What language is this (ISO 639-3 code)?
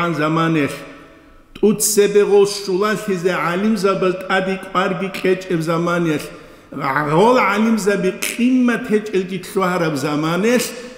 ava